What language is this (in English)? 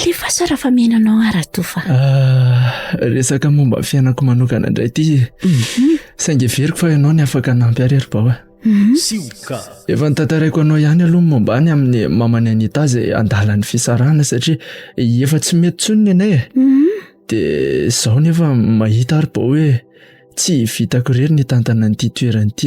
Malagasy